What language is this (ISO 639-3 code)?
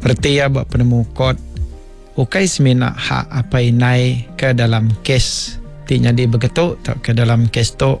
iba